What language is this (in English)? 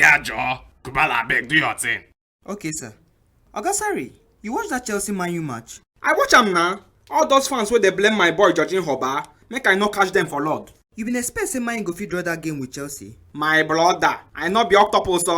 Nigerian Pidgin